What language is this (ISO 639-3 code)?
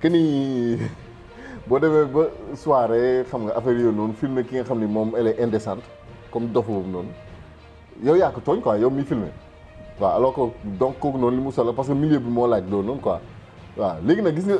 wol